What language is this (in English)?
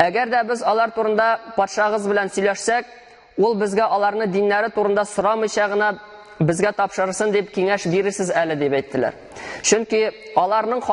Tatar